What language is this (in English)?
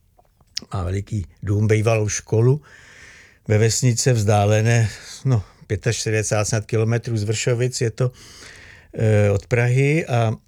Czech